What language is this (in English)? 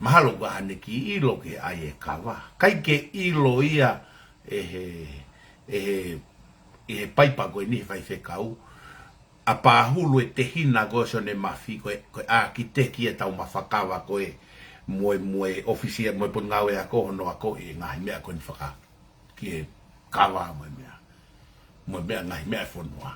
Tongan